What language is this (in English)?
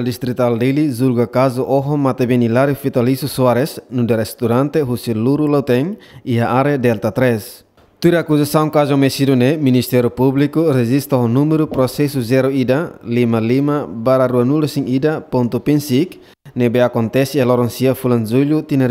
Tetum